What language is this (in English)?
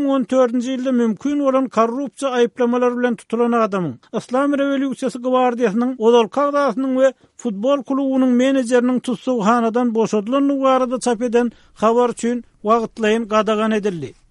Turkmen